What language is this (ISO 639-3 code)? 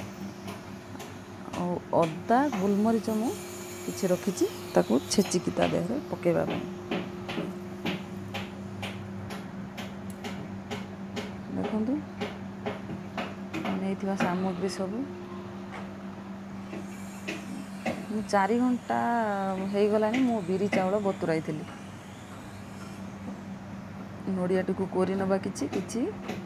ori